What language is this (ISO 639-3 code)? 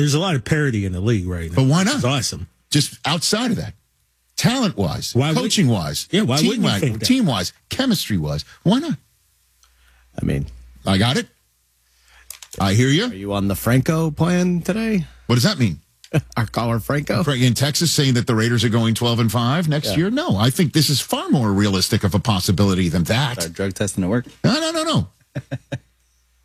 eng